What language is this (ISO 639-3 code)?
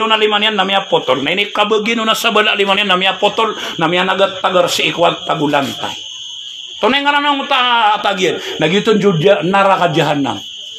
mrw